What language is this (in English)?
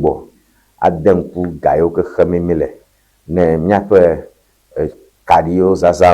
Ewe